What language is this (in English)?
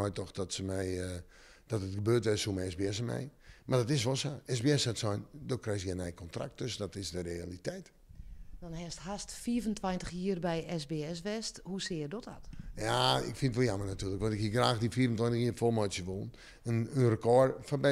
Western Frisian